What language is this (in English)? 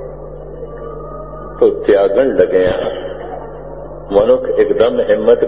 Punjabi